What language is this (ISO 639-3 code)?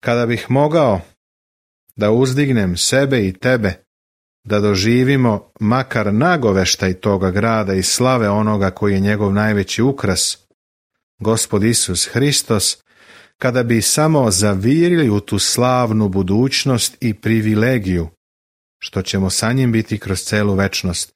srp